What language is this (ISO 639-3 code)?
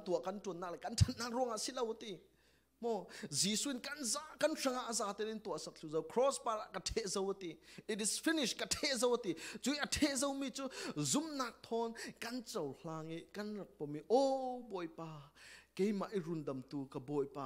cfm